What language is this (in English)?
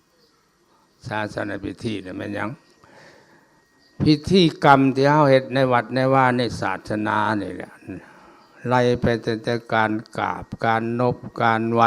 Lao